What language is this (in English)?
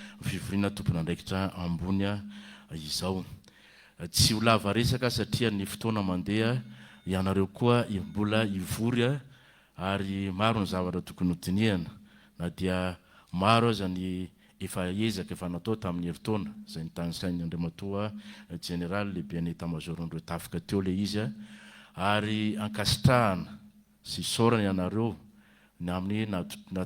Malagasy